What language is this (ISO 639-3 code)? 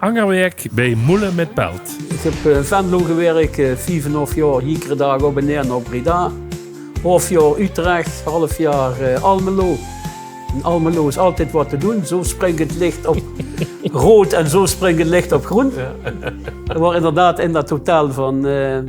lim